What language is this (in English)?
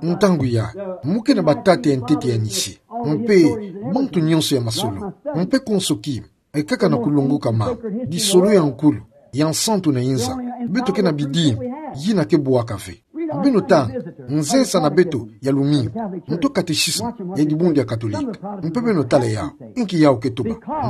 Kituba (Democratic Republic of Congo)